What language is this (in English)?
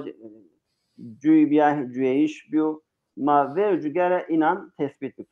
Zaza